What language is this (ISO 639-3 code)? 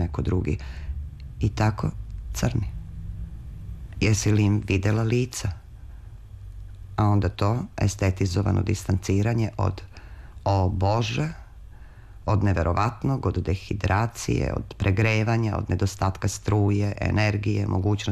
srp